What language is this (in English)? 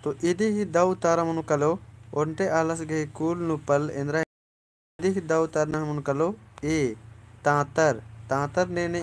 Kurukh